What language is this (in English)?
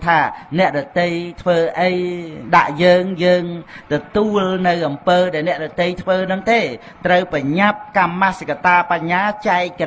Khmer